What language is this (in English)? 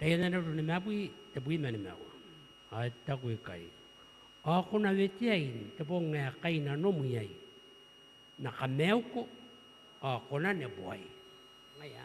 Gilbertese